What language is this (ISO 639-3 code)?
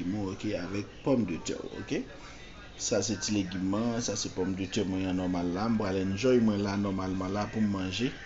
hat